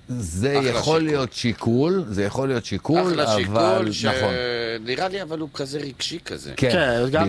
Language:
Hebrew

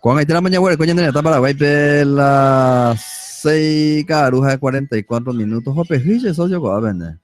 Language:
Guarani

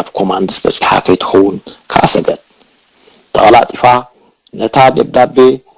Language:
Tigrinya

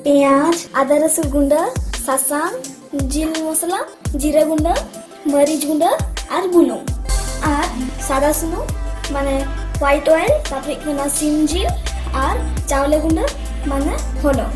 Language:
Santali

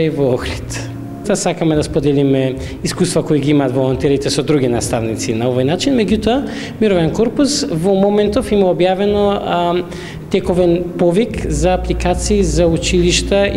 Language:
Macedonian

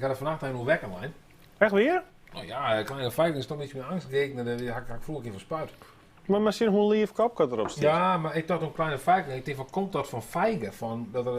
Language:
Western Frisian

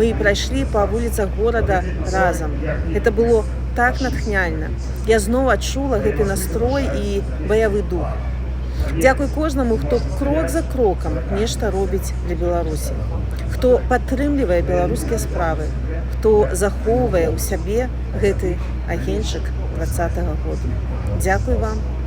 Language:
Belarusian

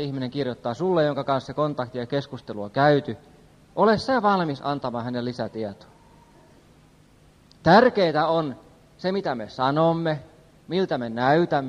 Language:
Finnish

